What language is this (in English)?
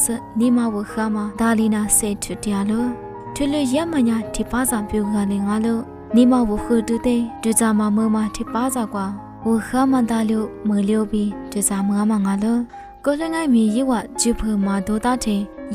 Lisu